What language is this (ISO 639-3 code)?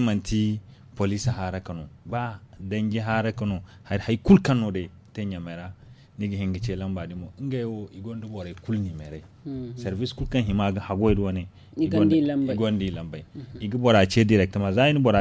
dje